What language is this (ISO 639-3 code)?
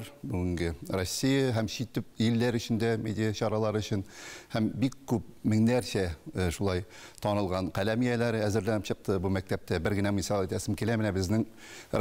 tat